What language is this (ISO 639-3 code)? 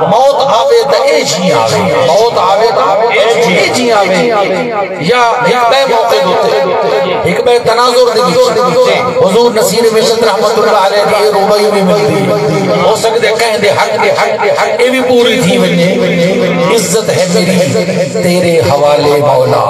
skr